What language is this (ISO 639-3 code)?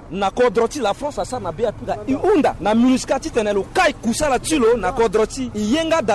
sag